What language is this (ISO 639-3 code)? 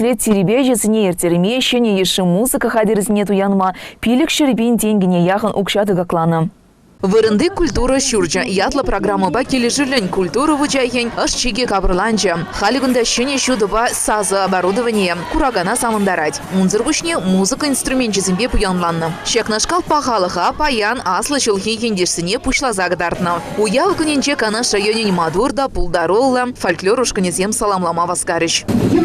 chv